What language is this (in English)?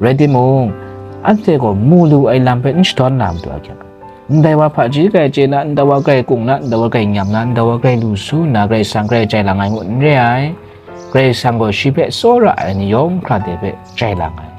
Kachin